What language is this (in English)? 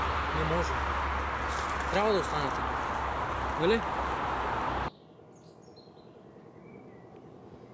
Bulgarian